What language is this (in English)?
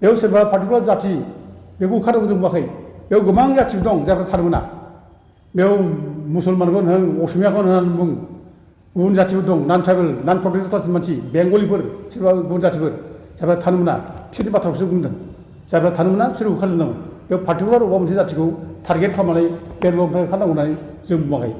Bodo